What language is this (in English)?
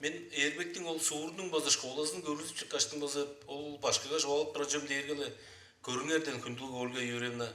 Tuvinian